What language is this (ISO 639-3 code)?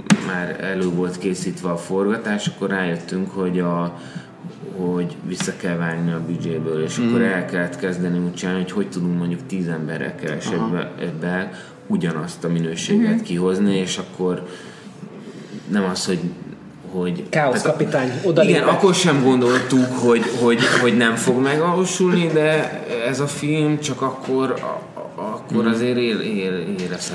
hun